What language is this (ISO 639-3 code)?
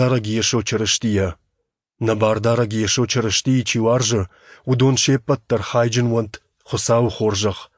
oss